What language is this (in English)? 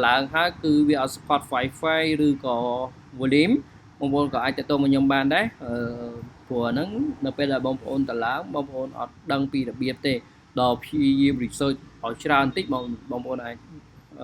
Khmer